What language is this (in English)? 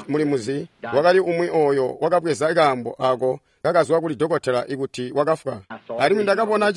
Tonga (Zambia)